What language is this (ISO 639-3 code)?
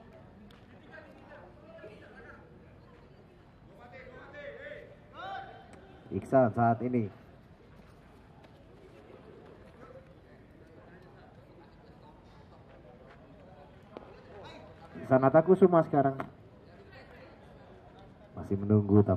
ind